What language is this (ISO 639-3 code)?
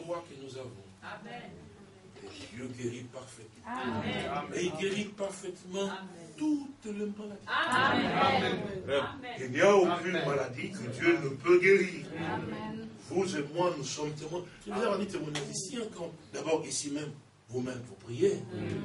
fra